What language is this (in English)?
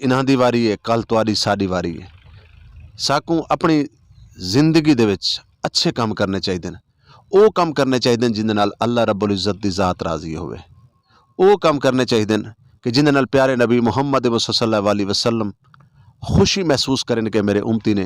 Saraiki